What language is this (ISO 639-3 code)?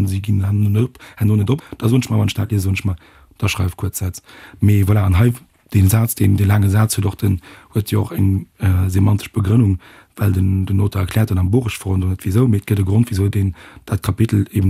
ltz